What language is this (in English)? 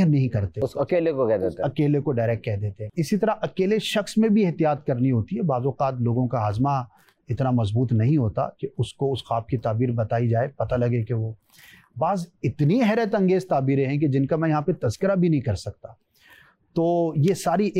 Urdu